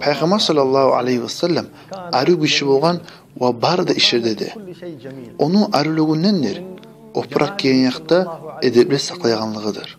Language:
Kumyk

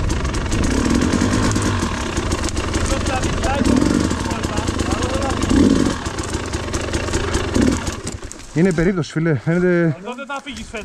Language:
Greek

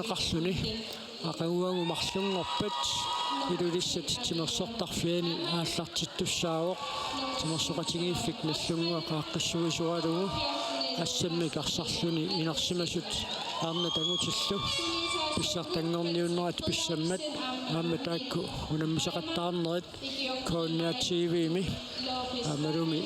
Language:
Kalaallisut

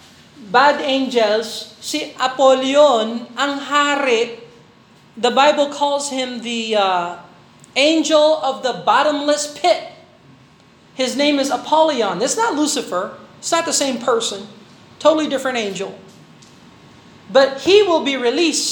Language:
Filipino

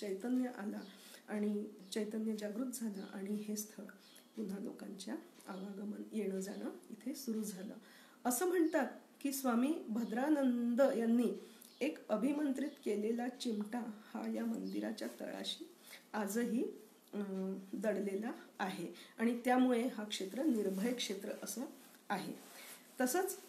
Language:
Marathi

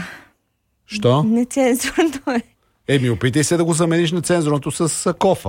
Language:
Bulgarian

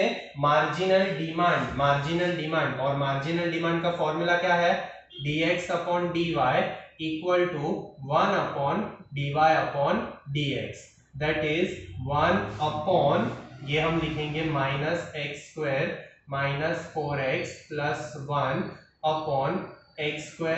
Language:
Hindi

